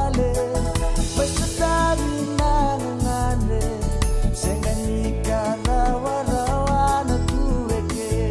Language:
Fijian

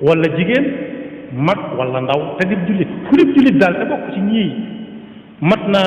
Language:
Wolof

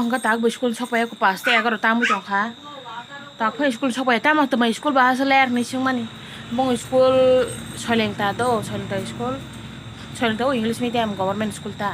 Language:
Kok Borok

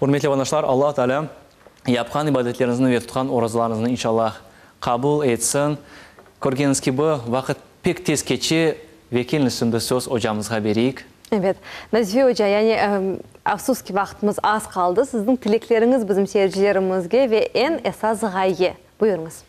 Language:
Crimean Tatar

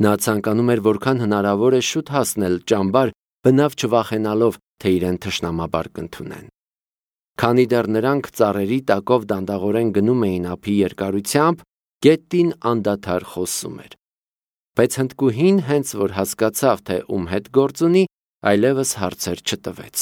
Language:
Armenian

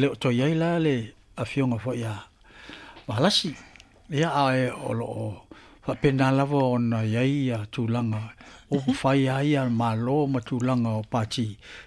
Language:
Samoan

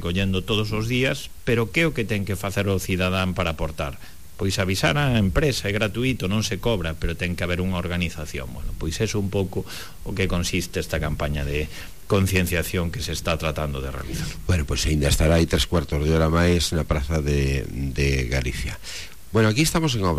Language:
Galician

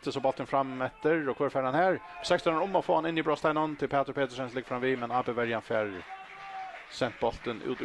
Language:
Faroese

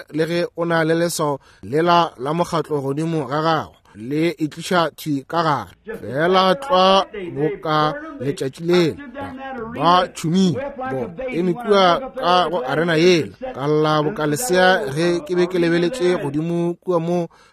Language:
Northern Sotho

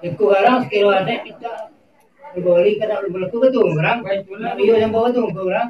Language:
Minangkabau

